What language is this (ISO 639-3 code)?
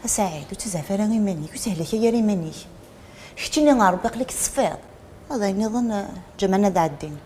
kab